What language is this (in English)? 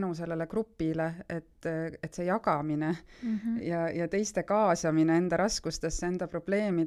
Estonian